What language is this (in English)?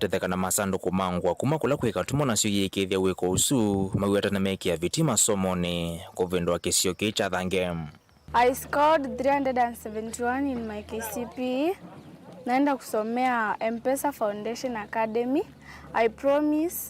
Kamba